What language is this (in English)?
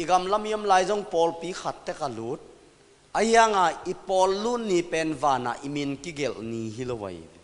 Tedim Chin